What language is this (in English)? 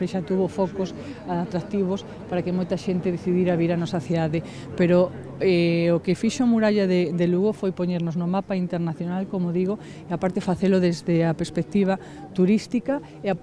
Galician